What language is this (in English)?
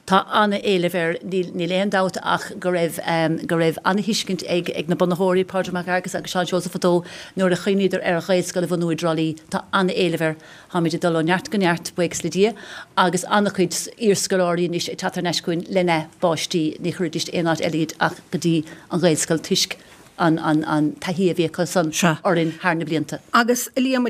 Irish